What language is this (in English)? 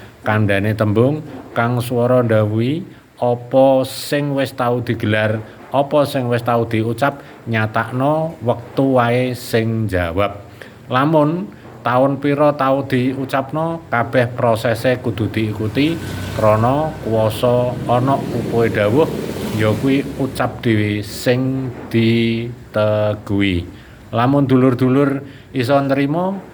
Javanese